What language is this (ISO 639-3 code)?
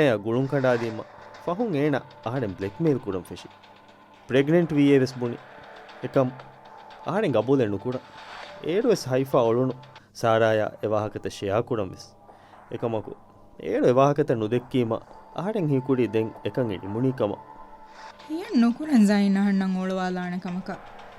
div